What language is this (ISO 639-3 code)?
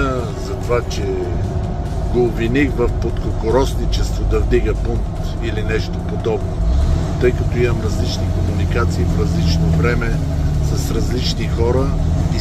bul